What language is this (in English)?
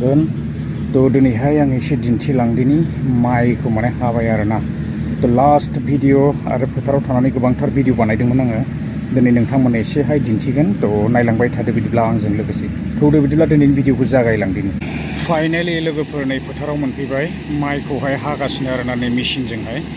Bodo